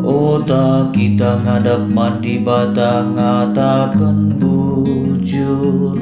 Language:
Batak Karo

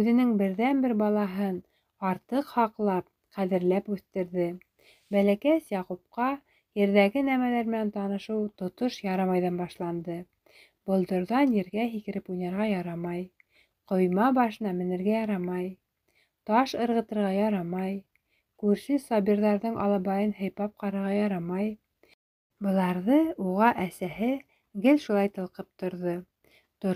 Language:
Bashkir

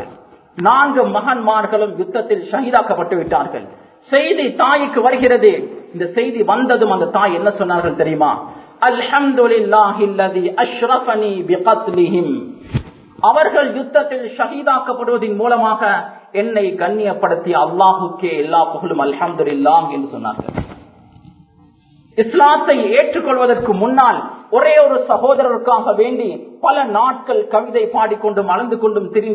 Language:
Tamil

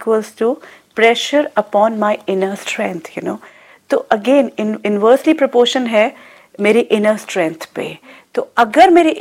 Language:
Hindi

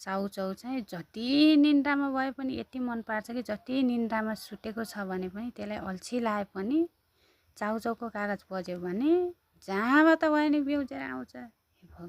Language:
Nepali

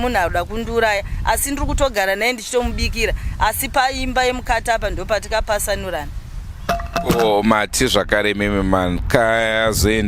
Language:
Shona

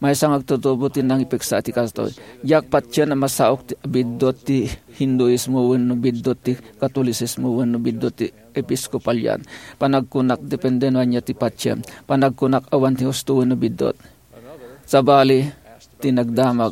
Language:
Iloko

